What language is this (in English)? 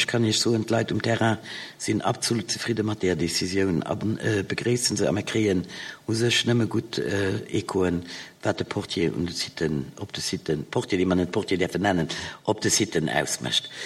Luxembourgish